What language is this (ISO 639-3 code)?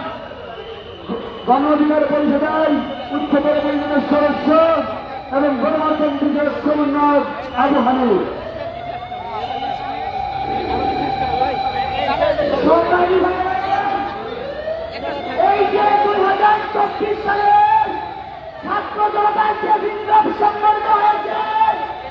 ben